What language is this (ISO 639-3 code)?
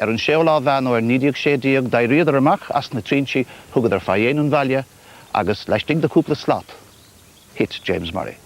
gle